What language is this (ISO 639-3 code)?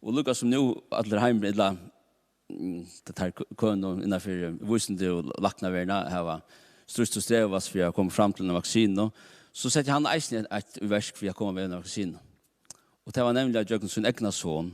fao